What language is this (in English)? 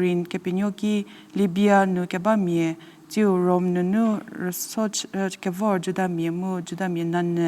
Angami Naga